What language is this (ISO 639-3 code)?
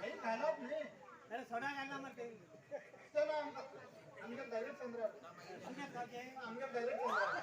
kok